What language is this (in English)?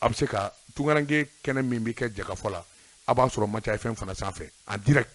Bambara